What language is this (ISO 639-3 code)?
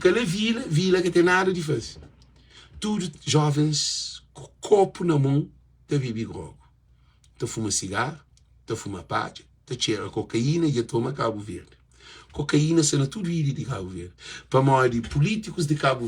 kea